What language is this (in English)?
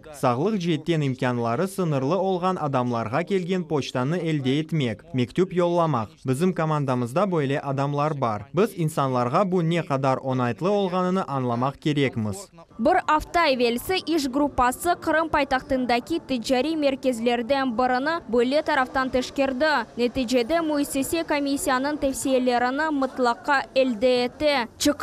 Crimean Tatar